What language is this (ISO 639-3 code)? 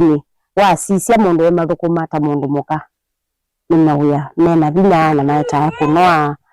kam